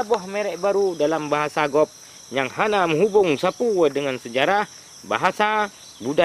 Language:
Achinese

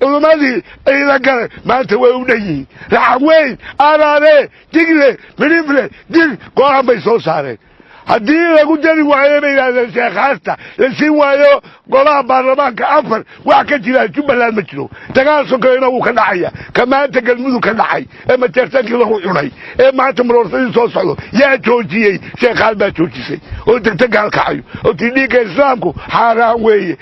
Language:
Somali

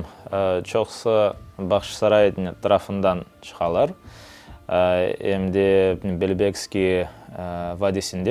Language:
Crimean Tatar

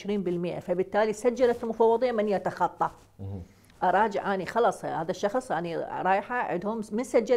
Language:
Mesopotamian Arabic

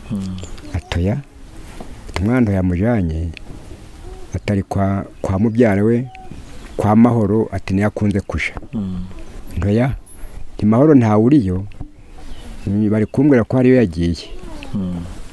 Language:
Kinyarwanda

